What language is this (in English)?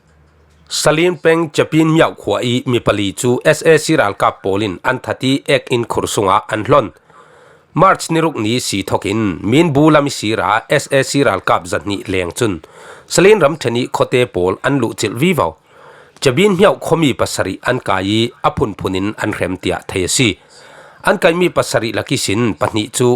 Falam Chin